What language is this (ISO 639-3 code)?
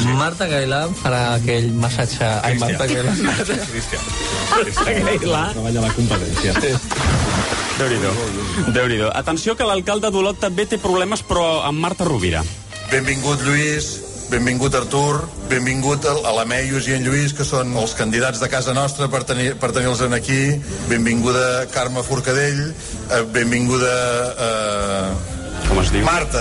cat